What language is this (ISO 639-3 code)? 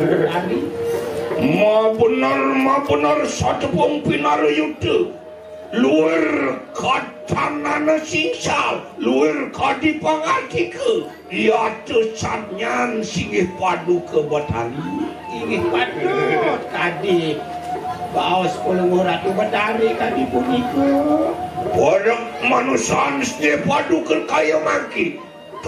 ban